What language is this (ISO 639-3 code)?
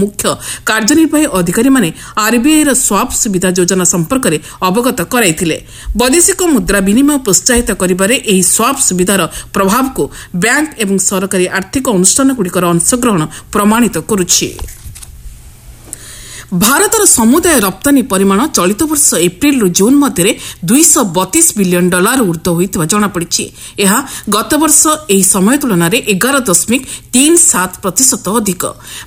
ori